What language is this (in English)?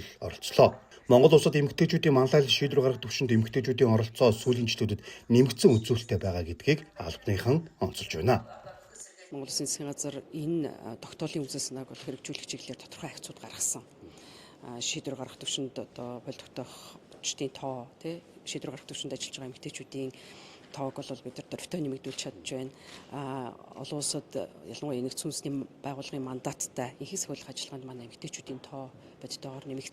Mongolian